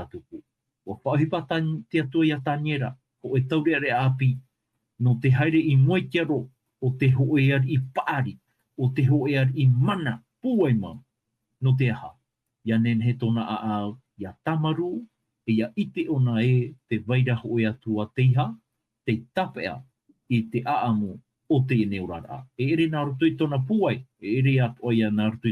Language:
Tahitian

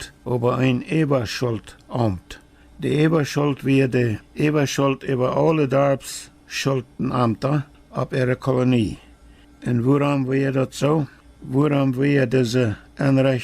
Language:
Plautdietsch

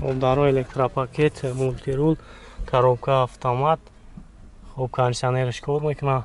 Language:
Tajik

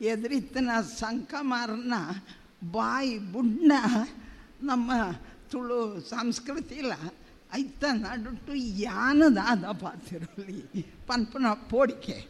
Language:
Tulu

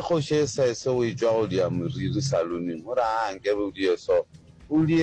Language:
Northern Sotho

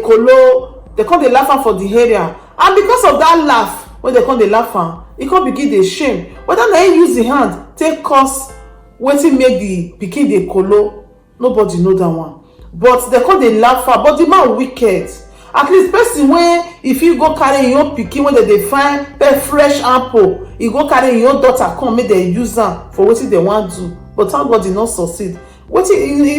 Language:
Nigerian Pidgin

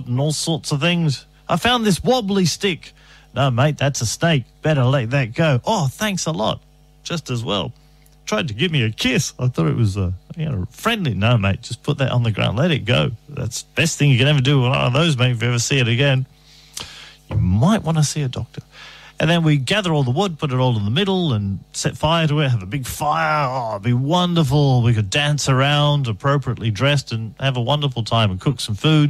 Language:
English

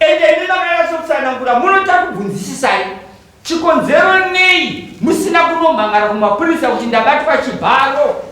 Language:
Shona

